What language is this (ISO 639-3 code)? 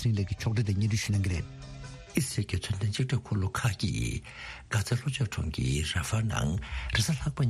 bod